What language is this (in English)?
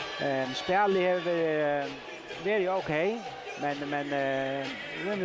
Faroese